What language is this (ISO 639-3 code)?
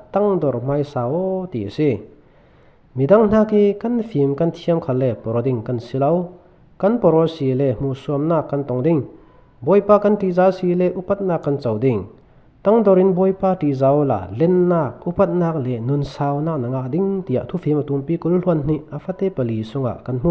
cfm